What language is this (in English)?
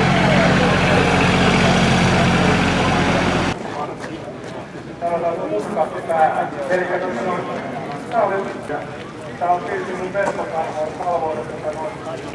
Finnish